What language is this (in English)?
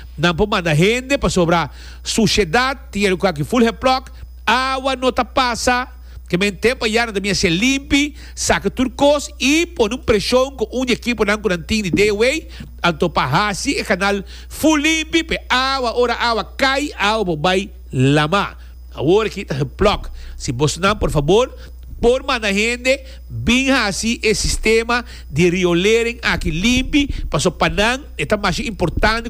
Papiamento